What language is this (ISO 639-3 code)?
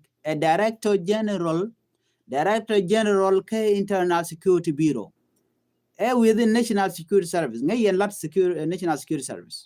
nus